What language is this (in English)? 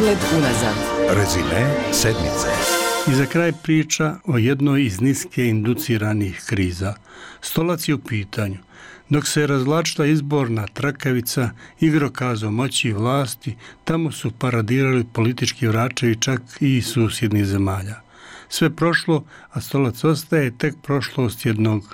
Bosnian